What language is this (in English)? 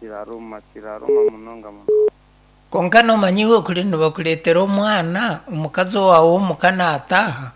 Nyankole